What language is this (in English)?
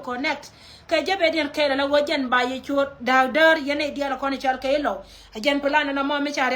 Nuer